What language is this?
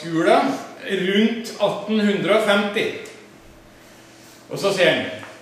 Norwegian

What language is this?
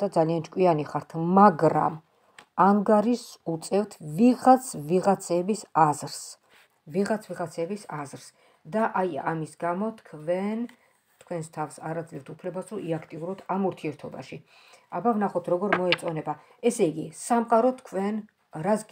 Georgian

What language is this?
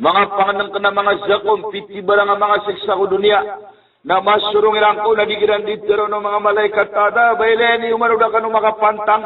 Maranao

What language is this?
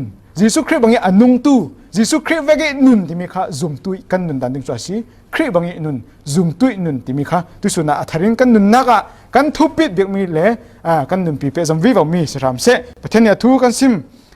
Falam Chin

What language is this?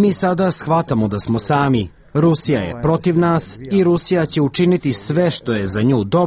Serbian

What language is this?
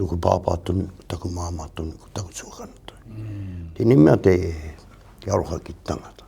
Māori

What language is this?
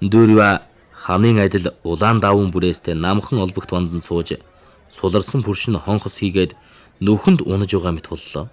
Mongolian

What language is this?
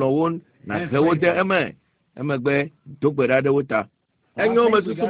Ewe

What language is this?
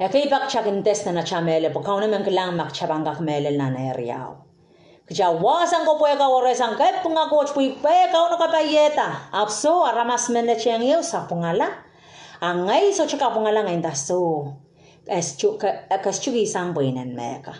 Pohnpeian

